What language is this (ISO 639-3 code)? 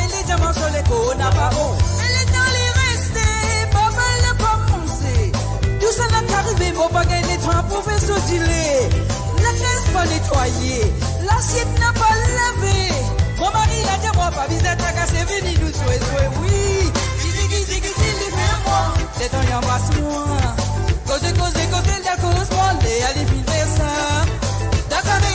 mfe